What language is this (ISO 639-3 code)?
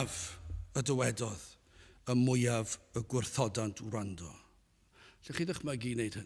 cym